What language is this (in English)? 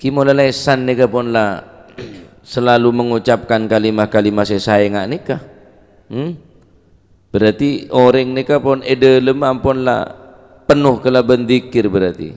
Madurese